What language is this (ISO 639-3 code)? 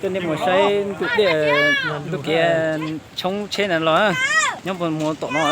hmn